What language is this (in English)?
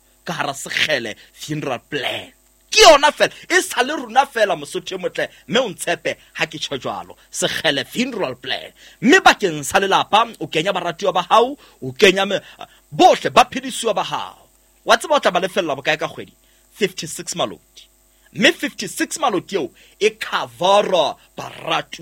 Southern Sotho